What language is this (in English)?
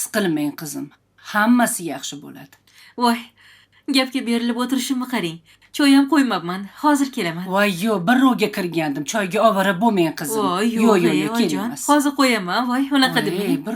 Uzbek